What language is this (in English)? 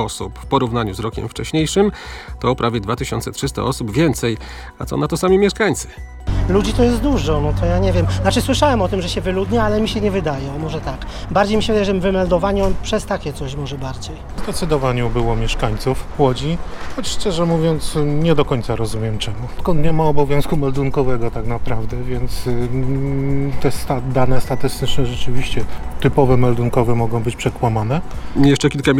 Polish